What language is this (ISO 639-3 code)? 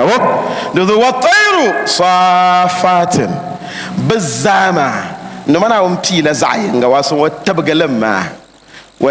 dag